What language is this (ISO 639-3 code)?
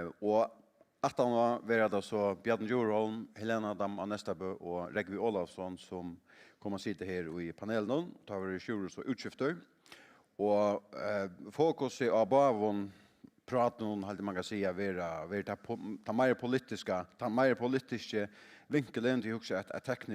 fao